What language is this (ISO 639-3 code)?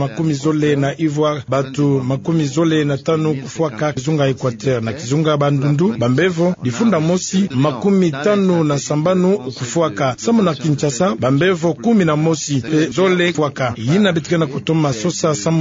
ktu